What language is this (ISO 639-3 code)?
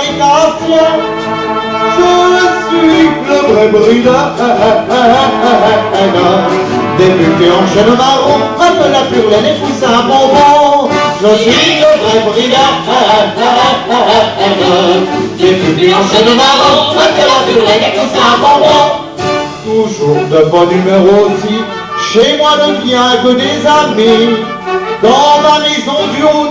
pcd